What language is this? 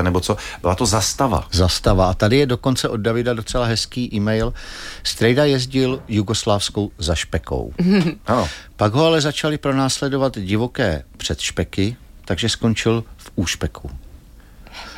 Czech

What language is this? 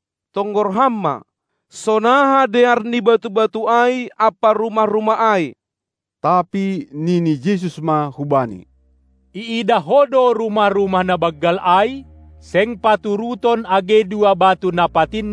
Batak Simalungun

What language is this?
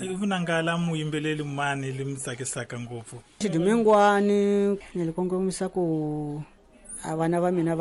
Tsonga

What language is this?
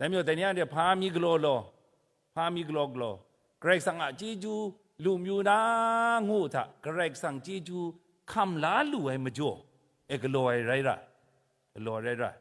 Kachin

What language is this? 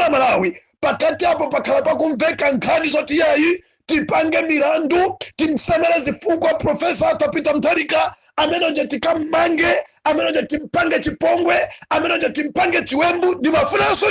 Nyanja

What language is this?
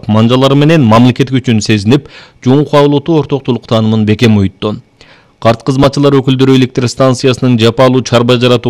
Kyrgyz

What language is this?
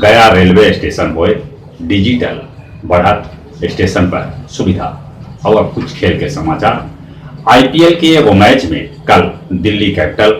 Magahi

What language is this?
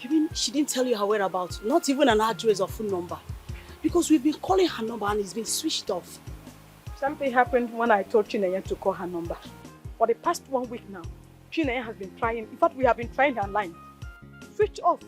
Nigerian Pidgin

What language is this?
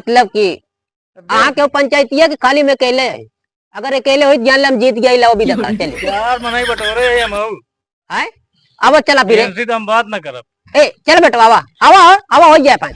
Awadhi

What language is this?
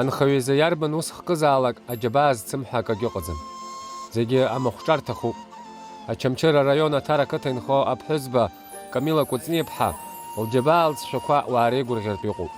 Abkhazian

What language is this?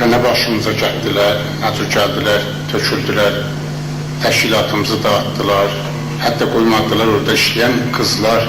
South Azerbaijani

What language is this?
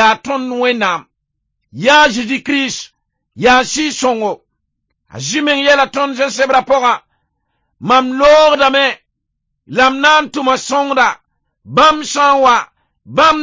Mossi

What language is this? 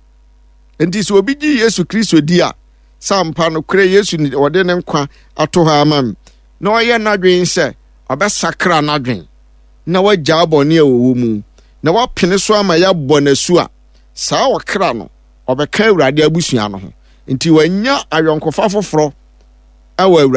Akan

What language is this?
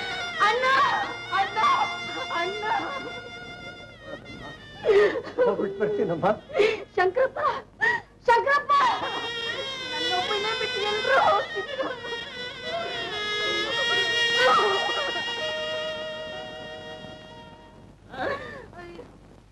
Kannada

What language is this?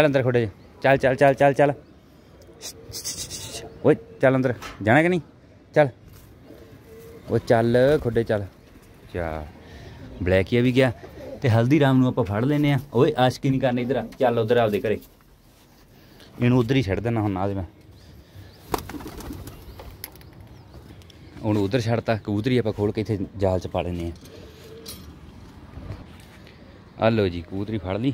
Punjabi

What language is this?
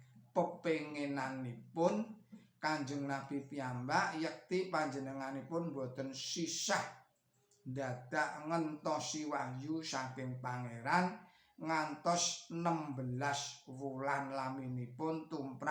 Javanese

